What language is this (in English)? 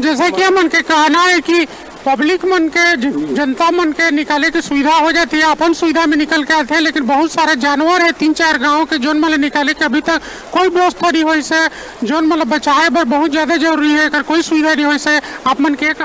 Chhattisgarhi